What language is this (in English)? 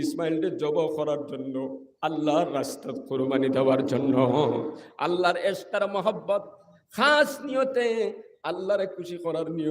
Sylheti